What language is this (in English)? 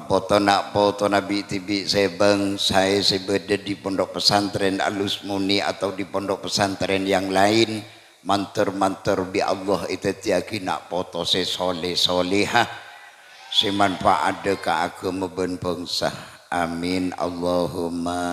Madurese